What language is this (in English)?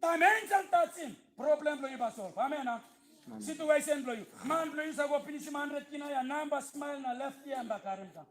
Tok Pisin